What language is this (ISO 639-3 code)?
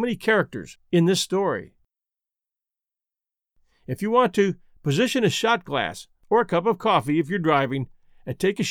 eng